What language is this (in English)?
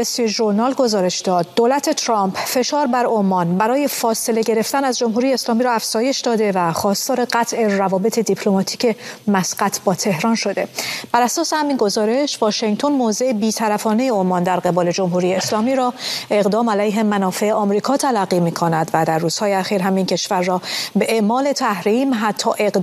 Persian